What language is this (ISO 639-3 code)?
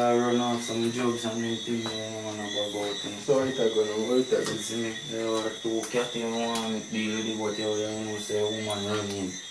jam